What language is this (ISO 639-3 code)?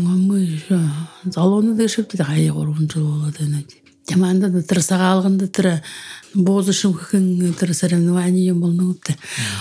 bua